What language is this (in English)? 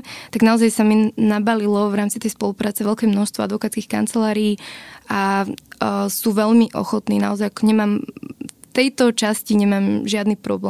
Slovak